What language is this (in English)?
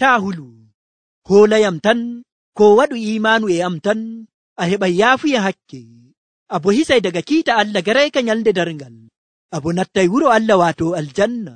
Nigerian Fulfulde